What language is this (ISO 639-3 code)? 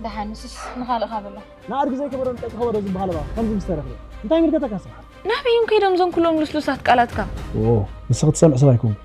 tir